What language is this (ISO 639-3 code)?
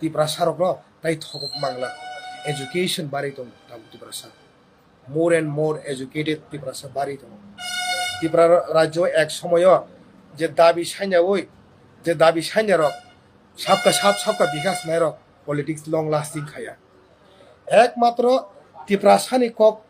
trp